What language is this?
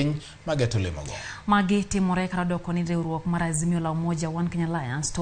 Luo (Kenya and Tanzania)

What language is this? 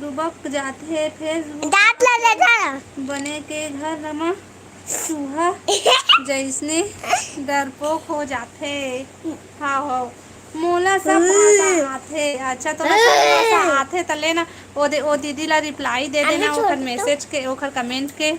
Chhattisgarhi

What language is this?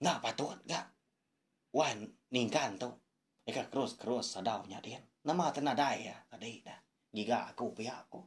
Iban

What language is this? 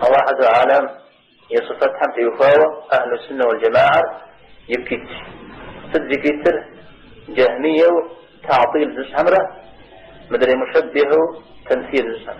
Kabardian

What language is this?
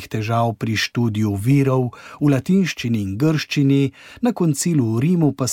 Slovenian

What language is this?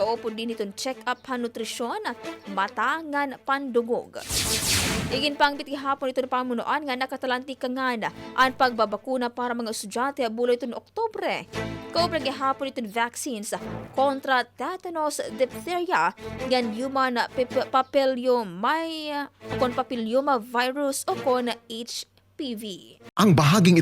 Waray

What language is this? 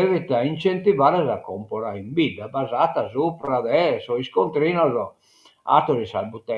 Sardinian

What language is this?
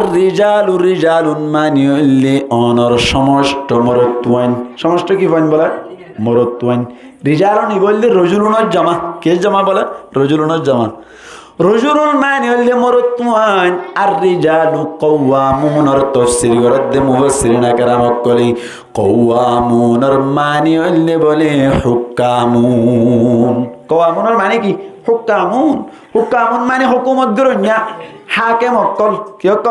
Rohingya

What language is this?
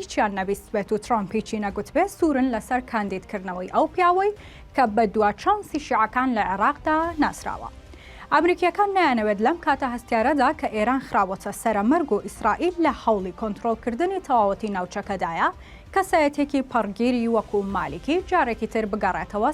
Central Kurdish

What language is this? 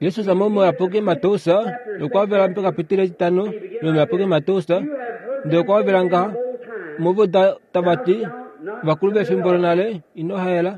Kuanyama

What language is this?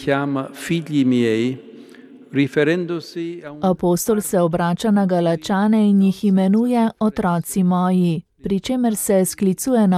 Slovenian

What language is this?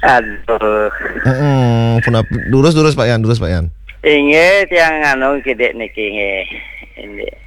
Balinese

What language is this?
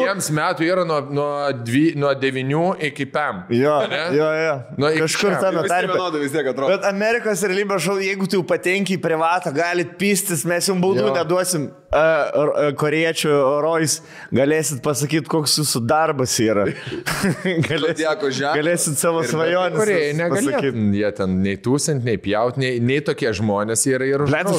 Lithuanian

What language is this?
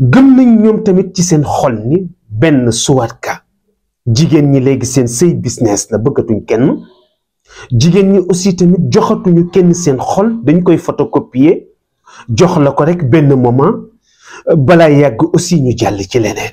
Wolof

